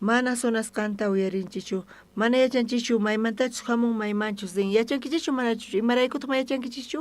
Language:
South Bolivian Quechua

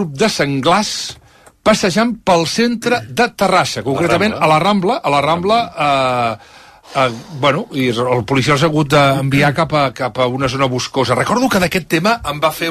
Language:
Catalan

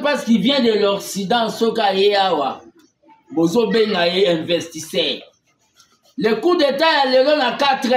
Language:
Lingala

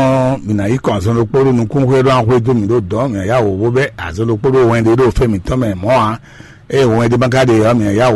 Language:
Fon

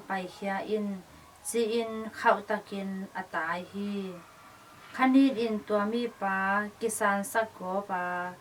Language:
Tedim Chin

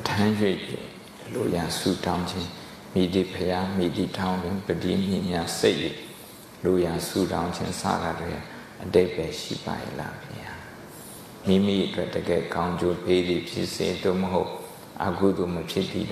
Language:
Burmese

